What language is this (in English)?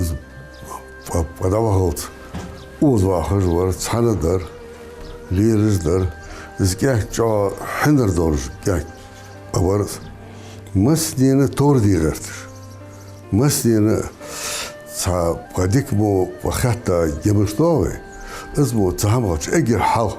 Ingush